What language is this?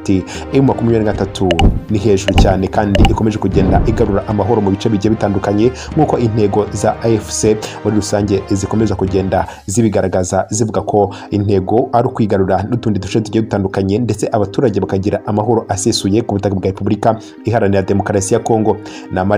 Kinyarwanda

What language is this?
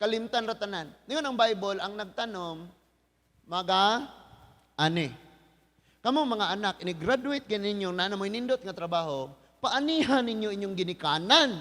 Cebuano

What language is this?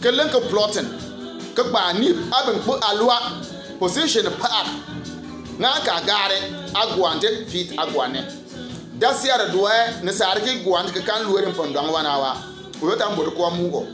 Bimoba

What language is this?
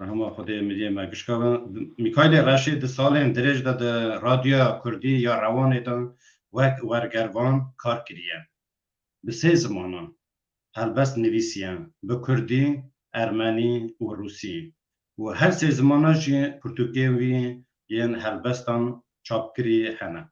Kurdish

